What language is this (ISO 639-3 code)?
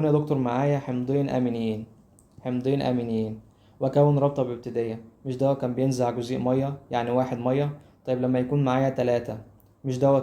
arz